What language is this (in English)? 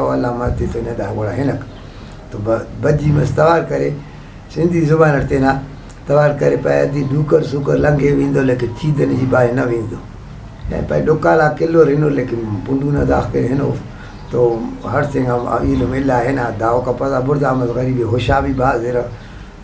Brahui